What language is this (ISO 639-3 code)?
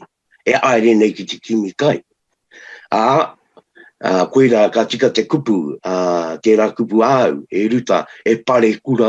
mri